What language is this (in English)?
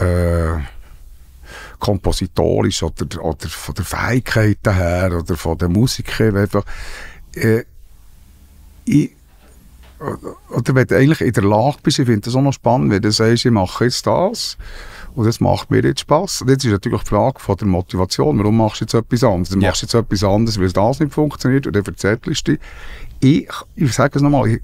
Swiss German